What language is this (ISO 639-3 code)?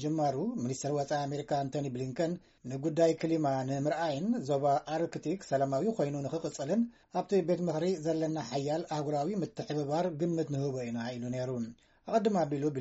tir